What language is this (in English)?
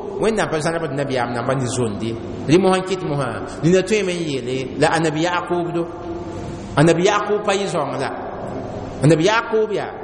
Mossi